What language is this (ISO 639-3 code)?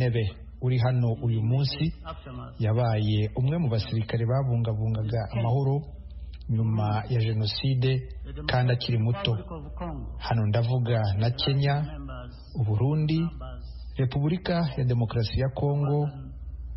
kin